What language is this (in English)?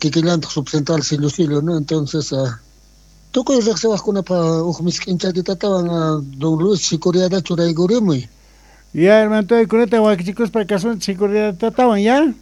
South Bolivian Quechua